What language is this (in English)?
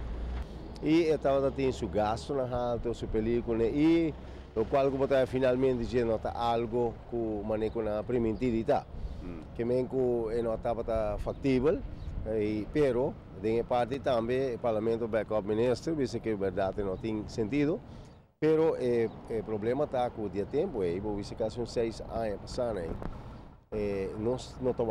Papiamento